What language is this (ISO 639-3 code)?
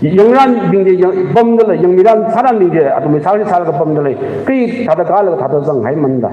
nmf